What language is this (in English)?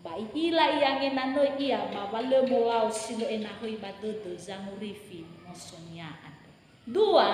Nias